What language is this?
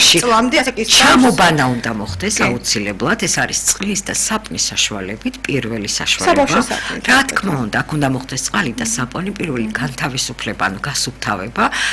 Georgian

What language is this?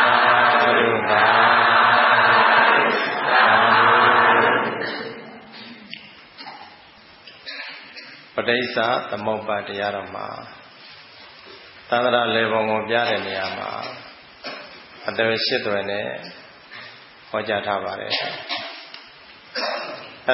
Burmese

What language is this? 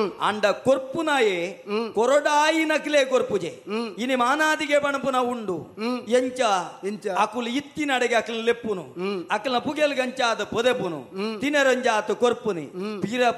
Tulu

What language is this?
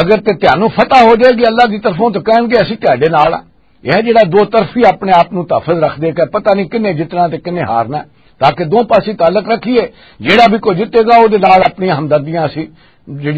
Western Panjabi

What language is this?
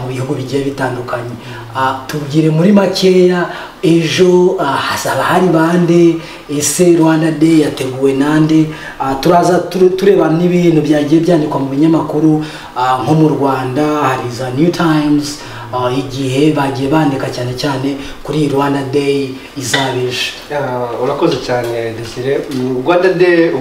Kinyarwanda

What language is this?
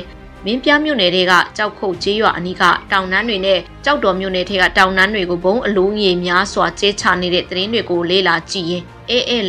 Burmese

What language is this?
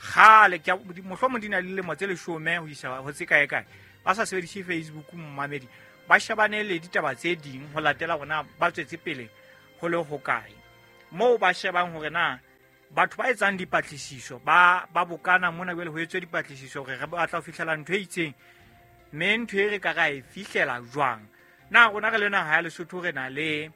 Southern Sotho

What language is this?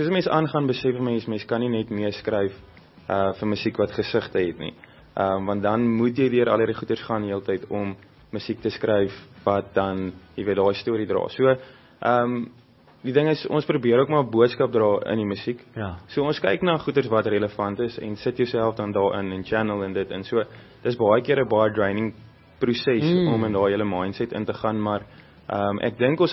Afrikaans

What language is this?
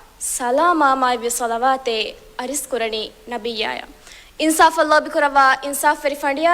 Divehi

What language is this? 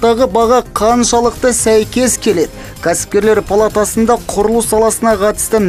Kazakh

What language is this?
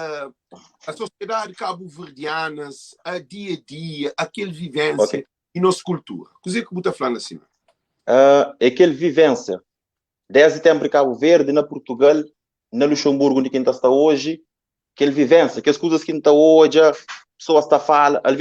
Kabuverdianu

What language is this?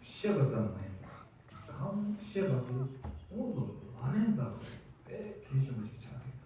Tibetan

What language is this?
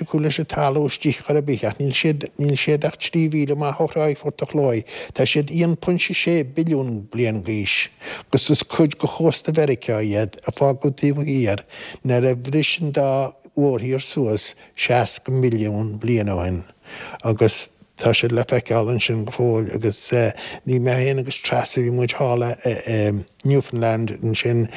Irish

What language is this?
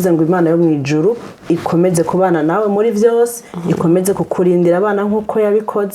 Rundi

